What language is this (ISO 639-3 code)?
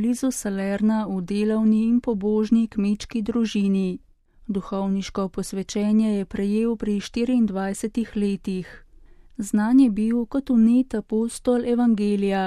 slv